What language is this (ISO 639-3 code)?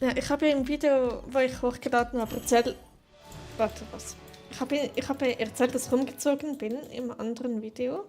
gsw